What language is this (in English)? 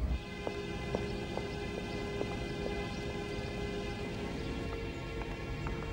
Russian